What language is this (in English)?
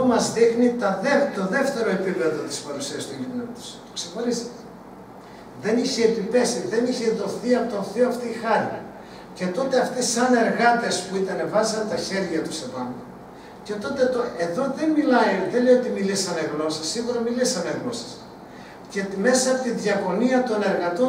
Greek